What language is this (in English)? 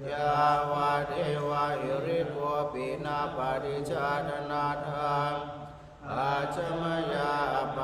Pali